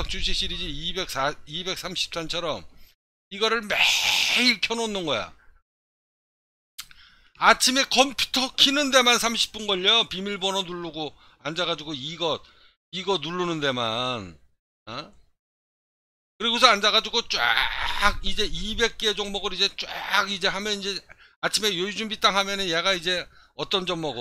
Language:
Korean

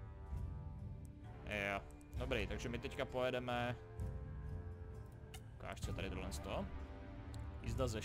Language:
Czech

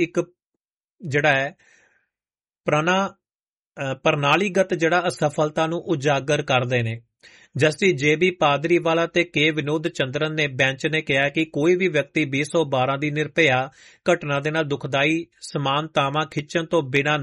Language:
Punjabi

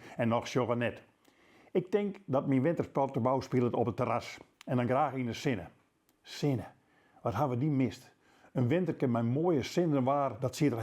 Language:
Western Frisian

